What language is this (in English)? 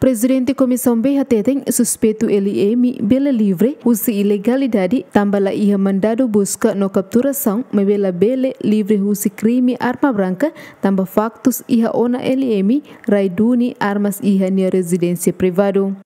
Tetum